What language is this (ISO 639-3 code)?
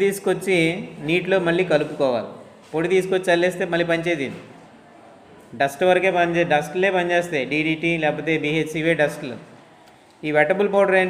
tel